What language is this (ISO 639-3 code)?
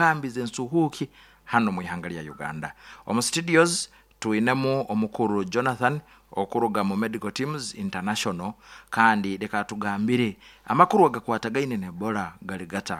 nyo